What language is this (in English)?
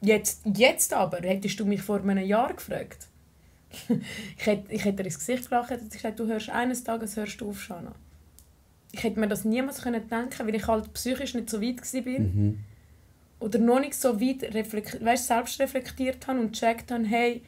Swiss German